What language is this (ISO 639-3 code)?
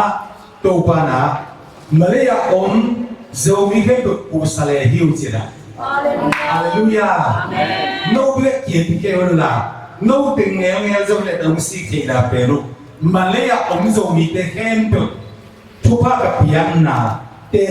ctd